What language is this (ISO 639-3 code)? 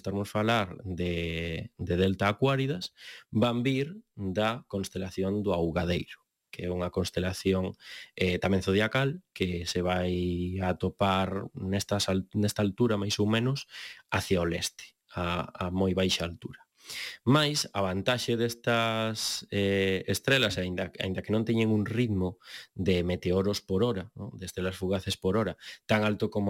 glg